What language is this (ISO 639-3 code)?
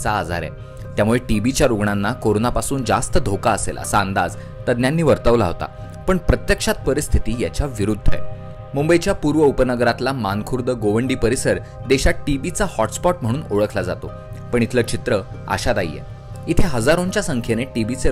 mar